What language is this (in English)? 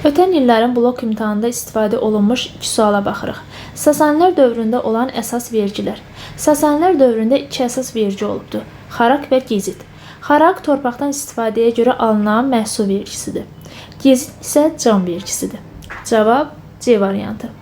Azerbaijani